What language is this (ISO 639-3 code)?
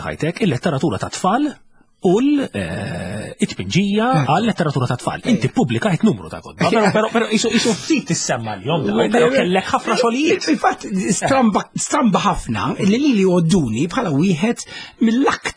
mlt